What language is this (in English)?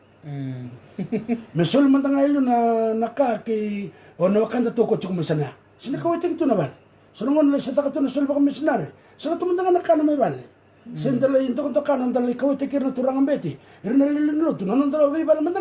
Fijian